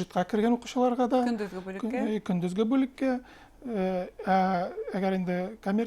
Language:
Bashkir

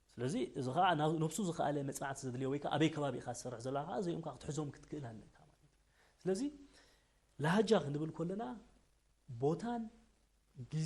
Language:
Tigrinya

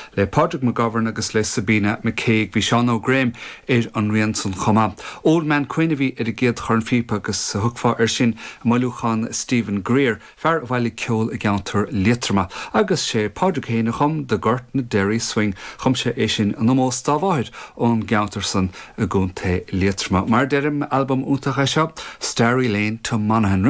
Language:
Irish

